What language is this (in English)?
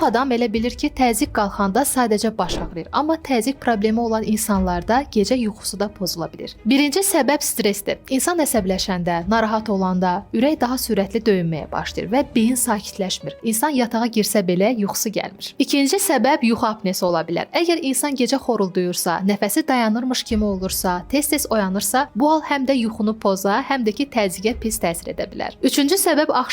Azerbaijani